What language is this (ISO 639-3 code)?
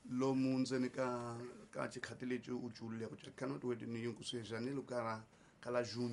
tso